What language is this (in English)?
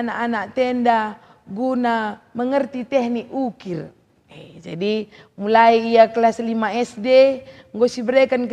Batak Karo